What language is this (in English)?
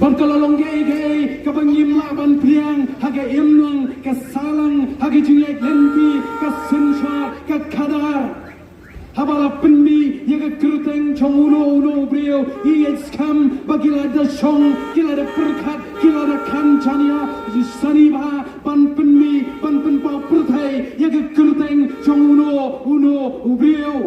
Khasi